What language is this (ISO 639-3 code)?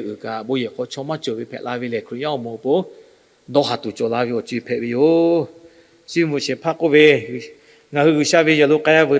lhu